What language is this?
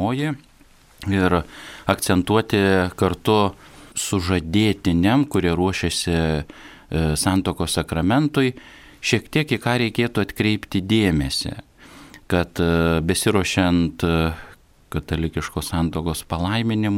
Lithuanian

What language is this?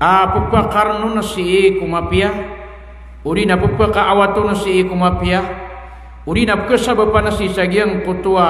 Maranao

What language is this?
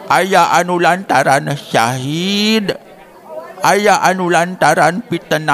Sundanese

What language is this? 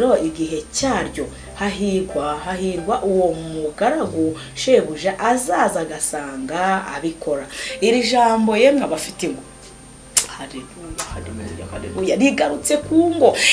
Kinyarwanda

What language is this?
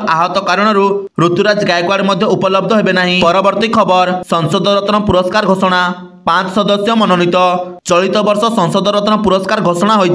Odia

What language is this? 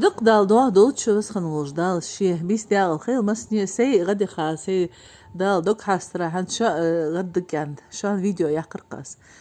Ingush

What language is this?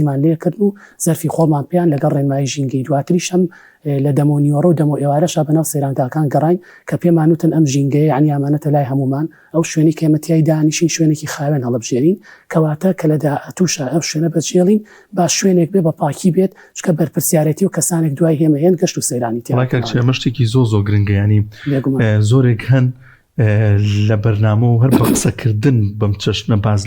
Central Kurdish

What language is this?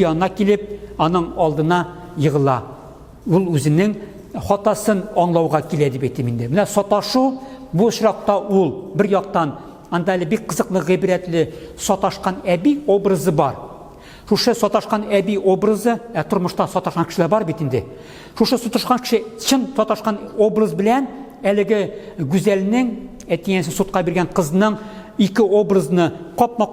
Tatar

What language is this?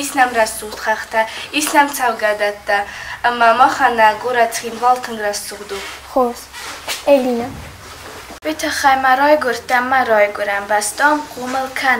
Ossetic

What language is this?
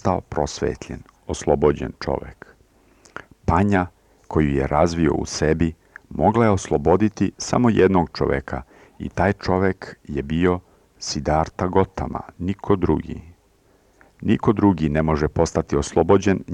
Serbian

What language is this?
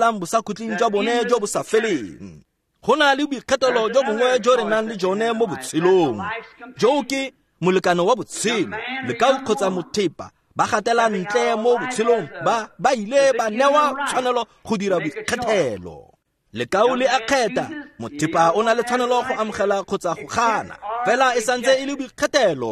Tswana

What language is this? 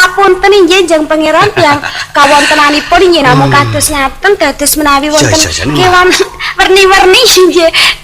Javanese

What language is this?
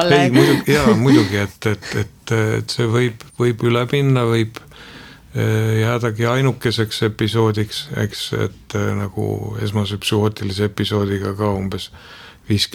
Estonian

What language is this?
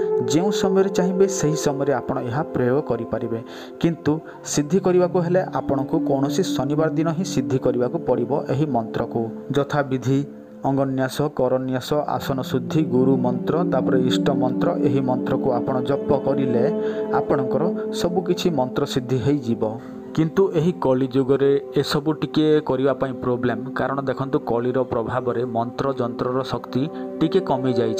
Odia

